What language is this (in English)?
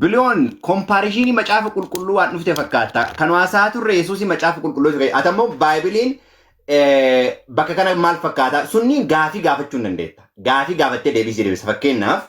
Oromo